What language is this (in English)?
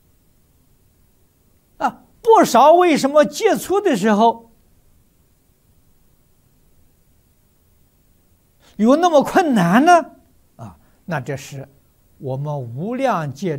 Chinese